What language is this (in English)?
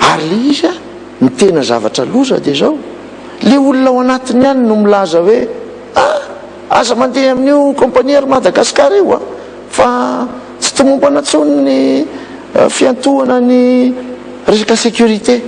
Malagasy